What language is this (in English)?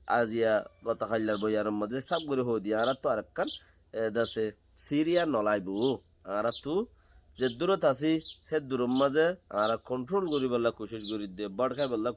Rohingya